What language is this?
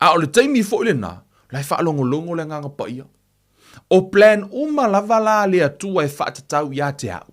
Samoan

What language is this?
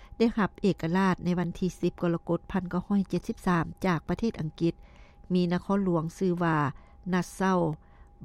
Lao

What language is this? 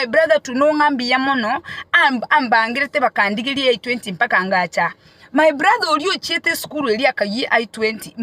Gusii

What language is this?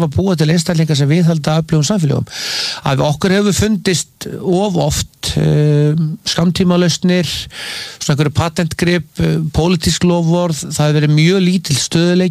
Icelandic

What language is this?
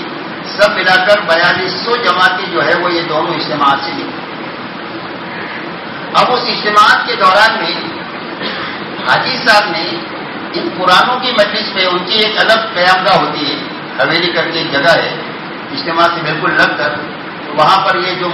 Urdu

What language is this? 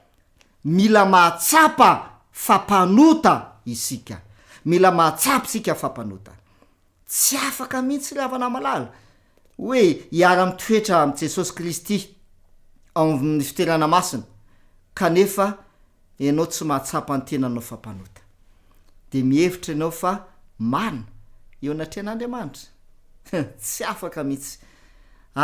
Malagasy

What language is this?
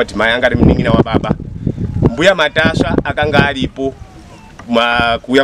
Shona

